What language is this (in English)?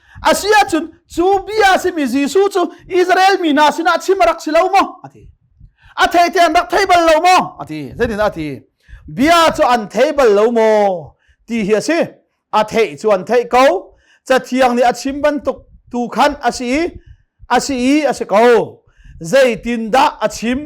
Hakha Chin